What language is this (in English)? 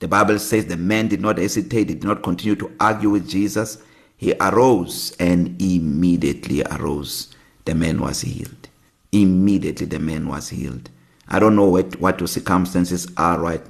English